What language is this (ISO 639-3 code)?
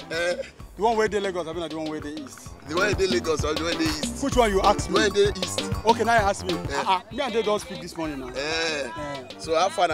pcm